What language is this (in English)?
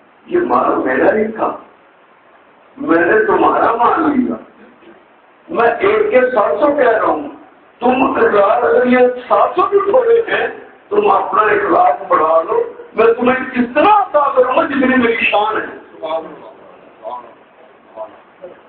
Urdu